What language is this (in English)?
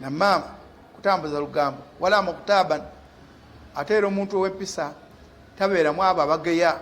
Ganda